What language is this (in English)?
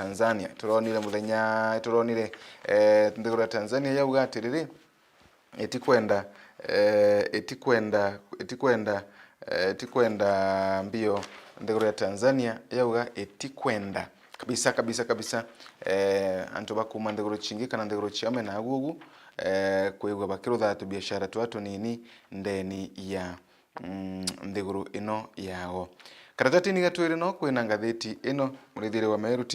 Meru